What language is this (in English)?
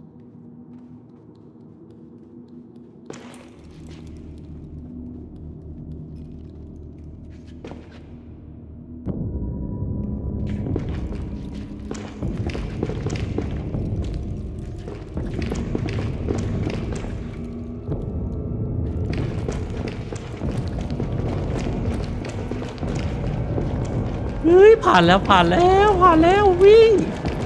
Thai